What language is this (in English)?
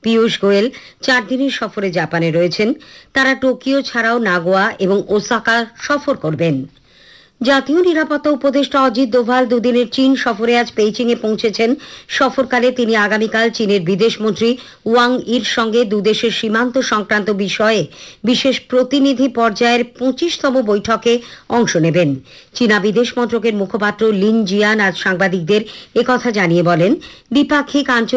Bangla